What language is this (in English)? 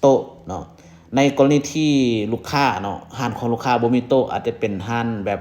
Lao